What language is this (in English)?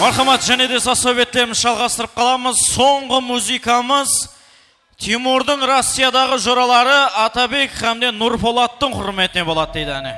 Kara-Kalpak